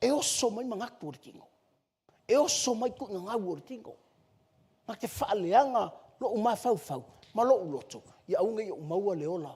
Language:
Samoan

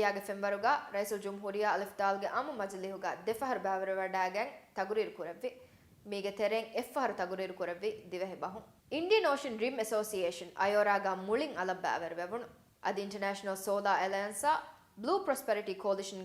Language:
Divehi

